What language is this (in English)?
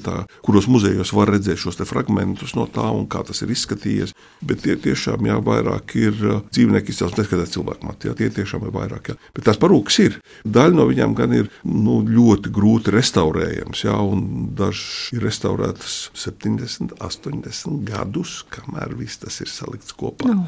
Latvian